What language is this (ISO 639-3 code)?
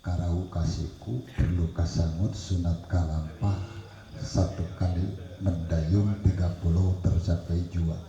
sun